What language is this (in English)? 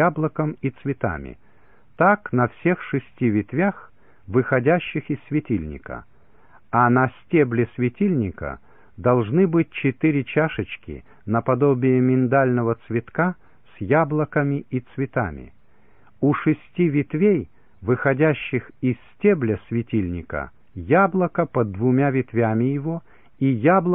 Russian